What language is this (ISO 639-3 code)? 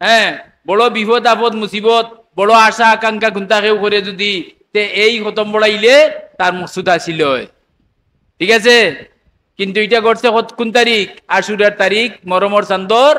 syl